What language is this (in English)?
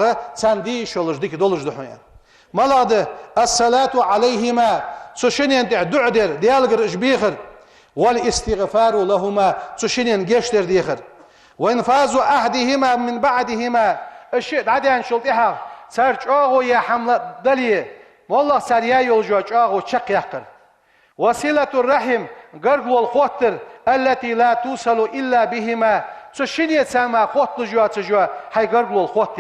Ingush